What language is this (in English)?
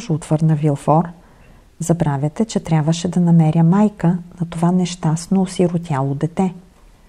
Bulgarian